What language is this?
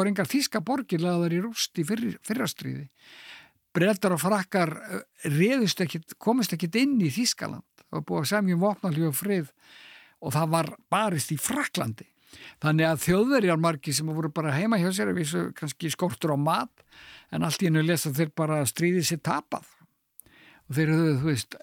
Icelandic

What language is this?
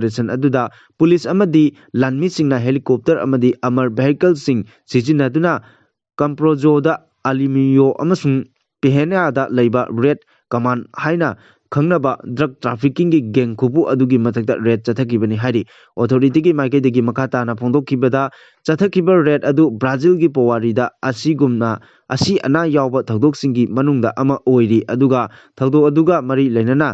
Manipuri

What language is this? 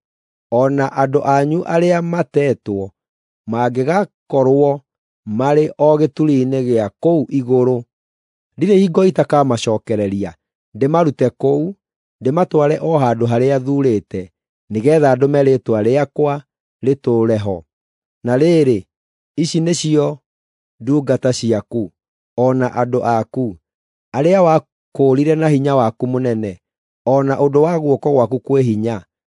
Kikuyu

